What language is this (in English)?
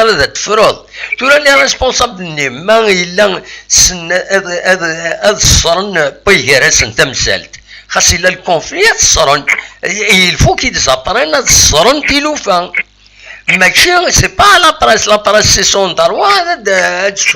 Kabyle